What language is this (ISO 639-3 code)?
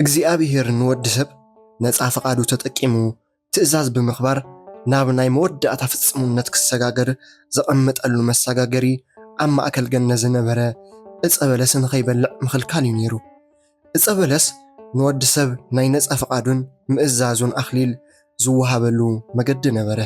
tir